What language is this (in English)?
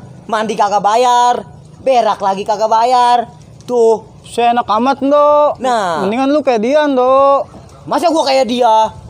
Betawi